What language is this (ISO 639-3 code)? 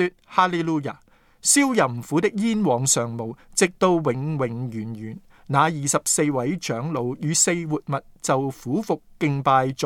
yue